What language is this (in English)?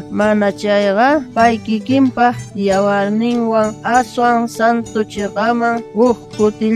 South Bolivian Quechua